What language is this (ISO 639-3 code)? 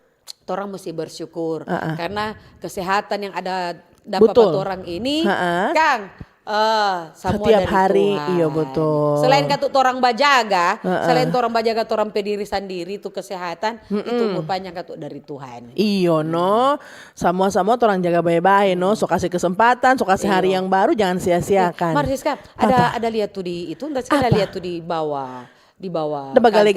xmm